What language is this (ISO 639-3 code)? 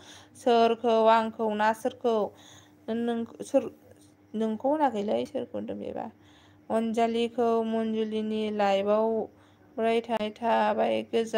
brx